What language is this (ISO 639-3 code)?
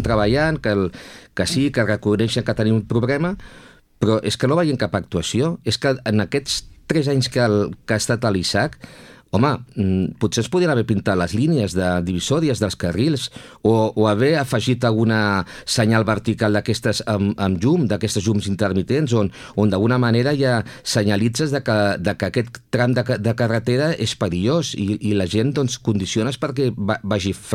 cat